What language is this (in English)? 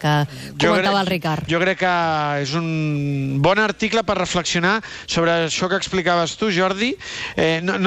Catalan